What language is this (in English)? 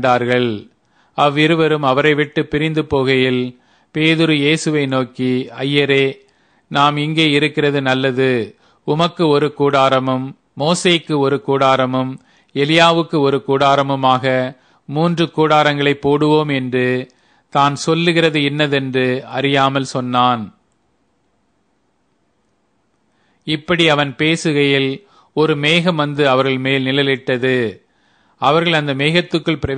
Tamil